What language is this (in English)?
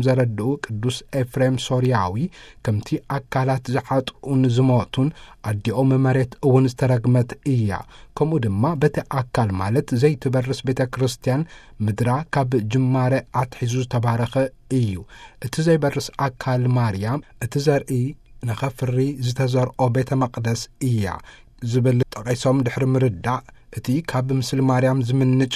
Tigrinya